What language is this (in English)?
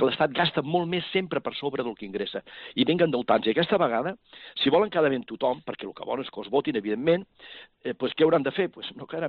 Catalan